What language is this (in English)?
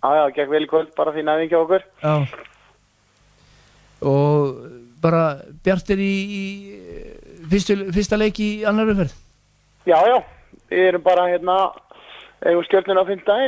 Icelandic